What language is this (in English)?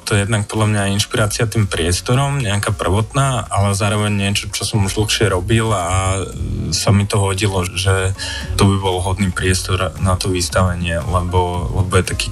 Slovak